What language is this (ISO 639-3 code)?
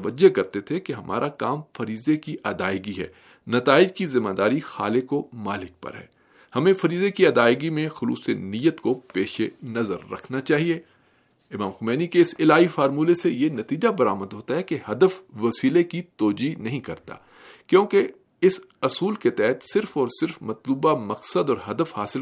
urd